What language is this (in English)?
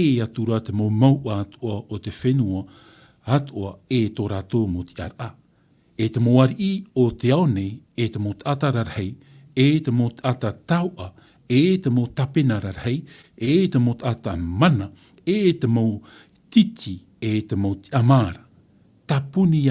Tahitian